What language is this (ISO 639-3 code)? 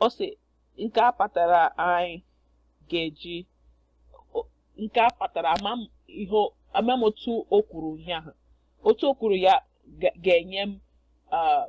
ibo